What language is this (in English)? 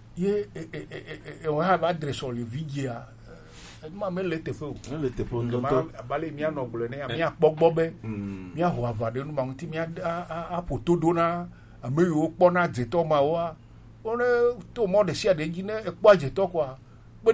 Gen